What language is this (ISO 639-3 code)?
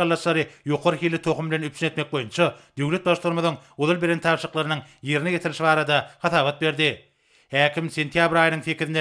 tuk